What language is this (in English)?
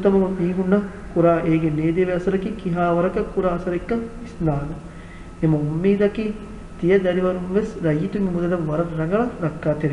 Divehi